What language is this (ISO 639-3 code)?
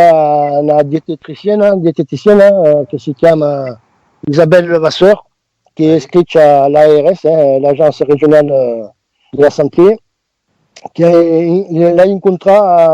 oci